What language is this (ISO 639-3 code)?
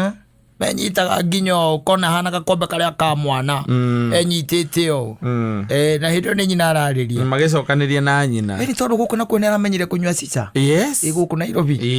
kik